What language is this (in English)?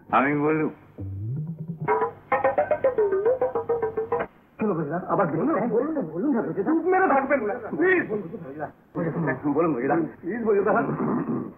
Bangla